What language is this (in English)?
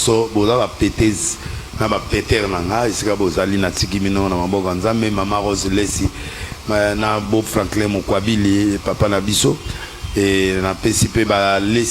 Lingala